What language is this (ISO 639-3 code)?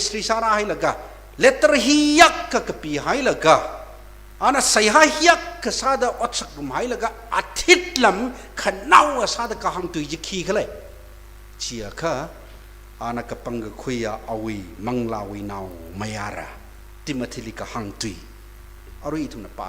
nmf